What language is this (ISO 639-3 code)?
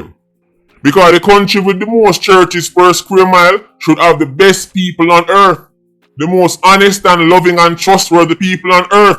jam